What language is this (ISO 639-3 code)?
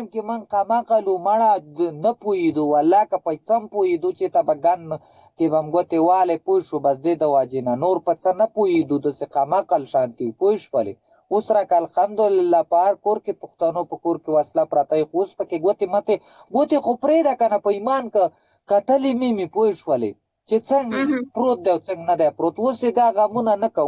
pus